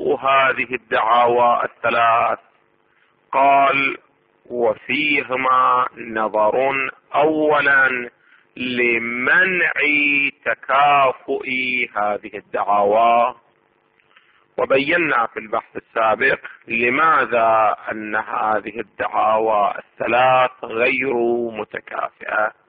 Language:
Arabic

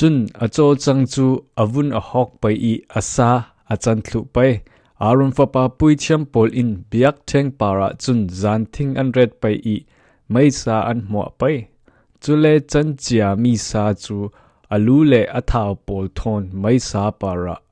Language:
Falam Chin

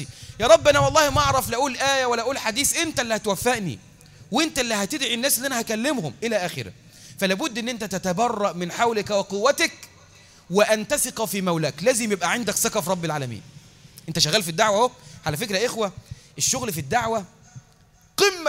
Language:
Egyptian Arabic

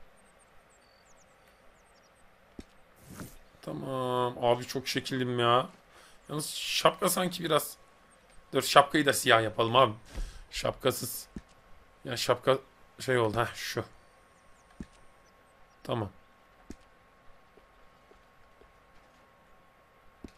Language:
Turkish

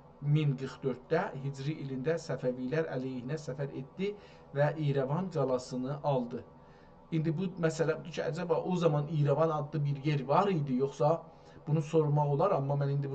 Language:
South Azerbaijani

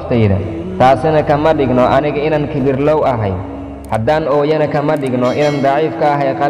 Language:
Somali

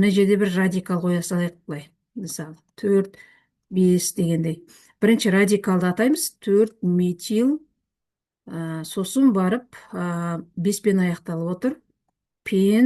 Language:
Kazakh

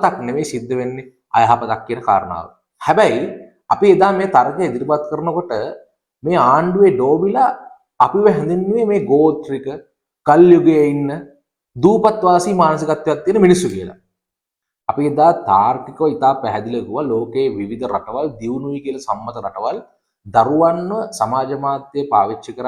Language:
Sinhala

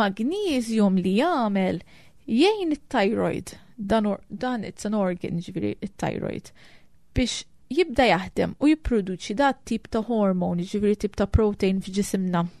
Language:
Maltese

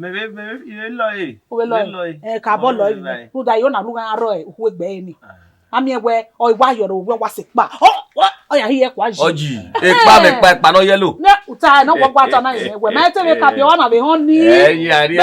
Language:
Bini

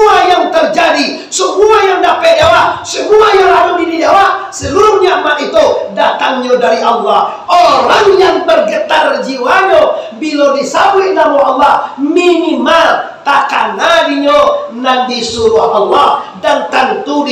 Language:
Minangkabau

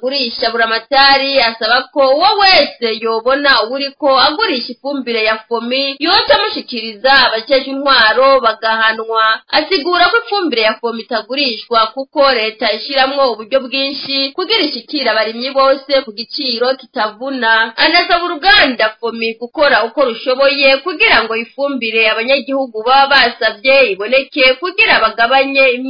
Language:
Rundi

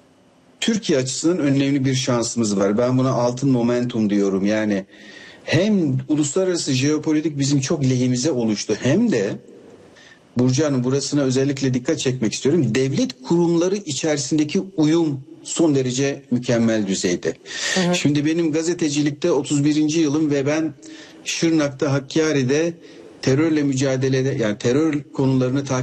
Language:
Turkish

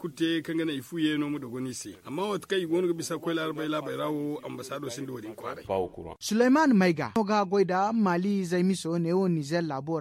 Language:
Zarma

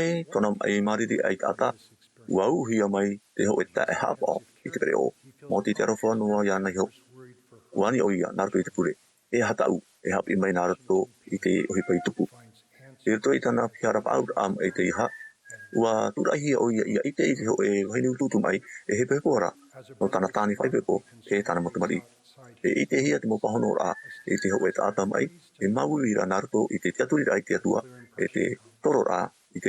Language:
Tahitian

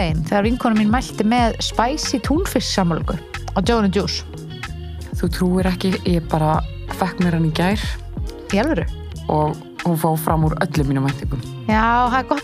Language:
Icelandic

